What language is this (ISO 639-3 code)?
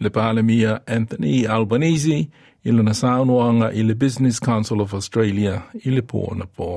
smo